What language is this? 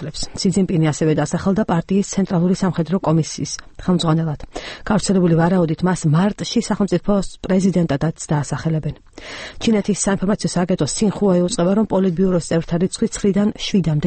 Georgian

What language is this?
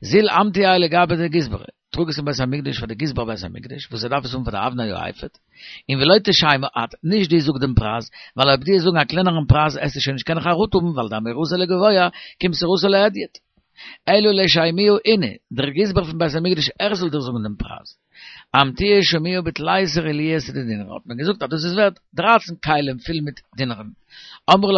Yiddish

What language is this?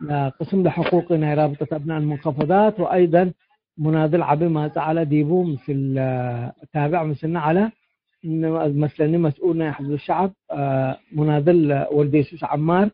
Tigre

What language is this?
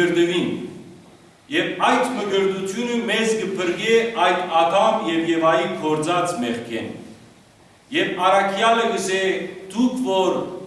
Western Armenian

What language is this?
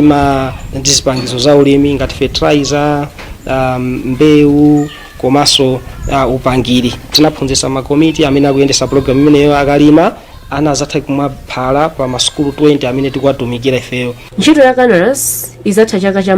Nyanja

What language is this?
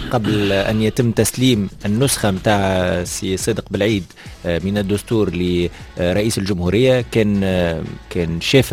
Tunisian Arabic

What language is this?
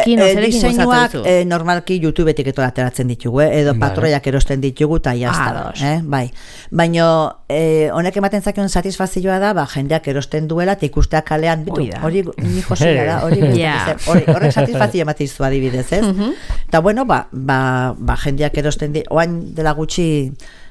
Basque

